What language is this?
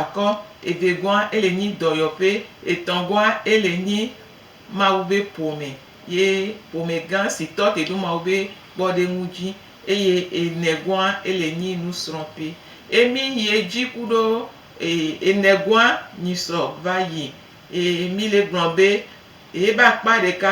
Gen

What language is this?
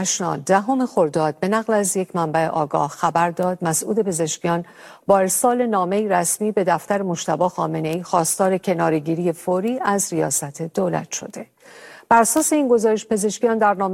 Persian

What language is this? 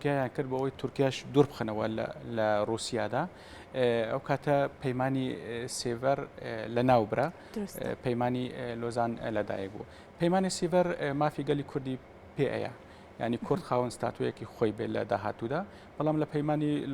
Central Kurdish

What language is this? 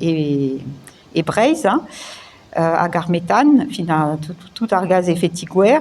Breton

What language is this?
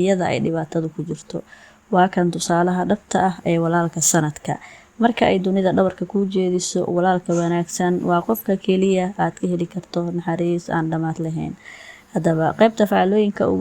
Somali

